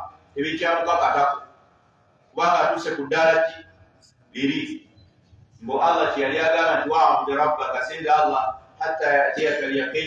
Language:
Ganda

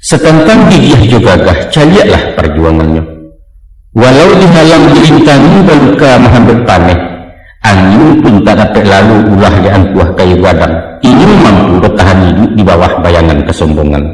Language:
Minangkabau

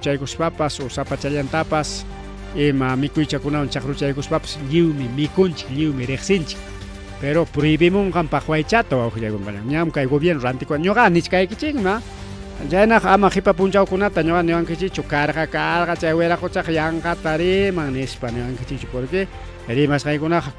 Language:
Ayacucho Quechua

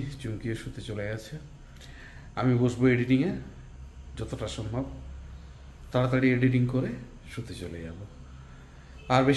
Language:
Bangla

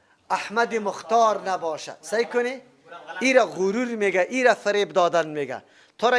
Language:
Persian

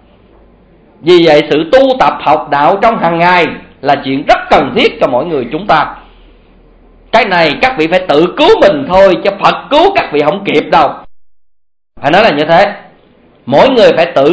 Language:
Vietnamese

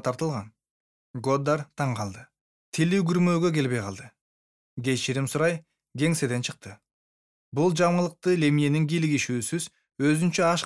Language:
Kyrgyz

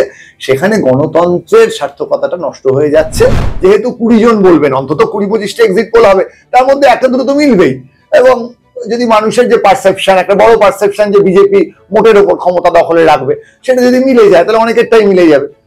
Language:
Bangla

